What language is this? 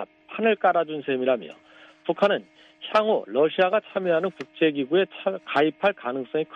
Korean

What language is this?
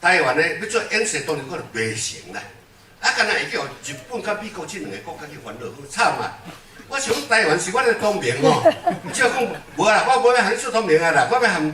Min Nan Chinese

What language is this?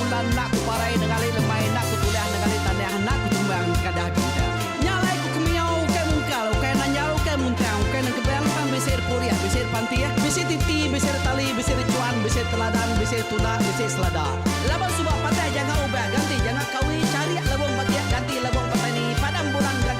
Iban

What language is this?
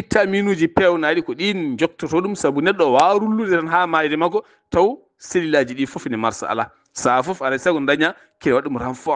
Fula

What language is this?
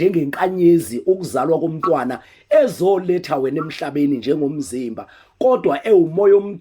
Zulu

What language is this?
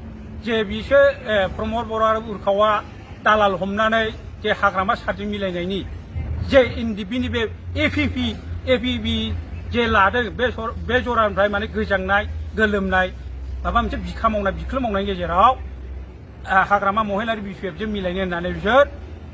Bodo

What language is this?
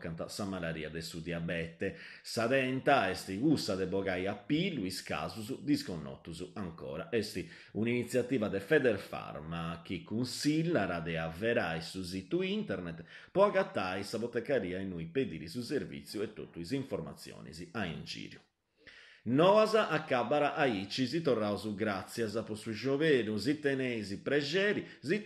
Sardinian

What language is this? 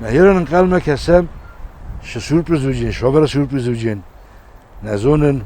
Ossetic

